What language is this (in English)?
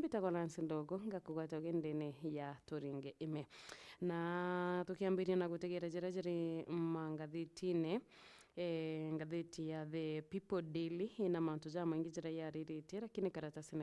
Meru